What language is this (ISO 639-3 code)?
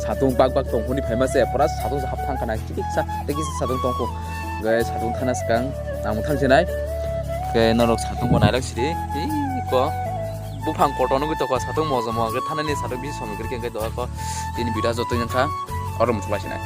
trp